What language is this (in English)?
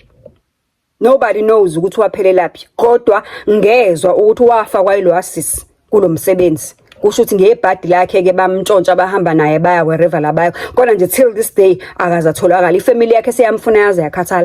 Zulu